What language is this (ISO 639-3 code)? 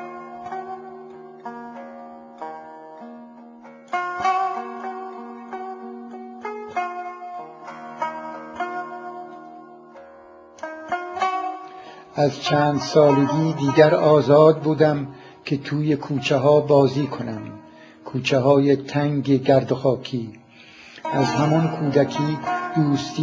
fas